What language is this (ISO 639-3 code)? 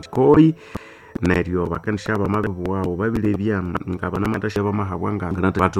nnb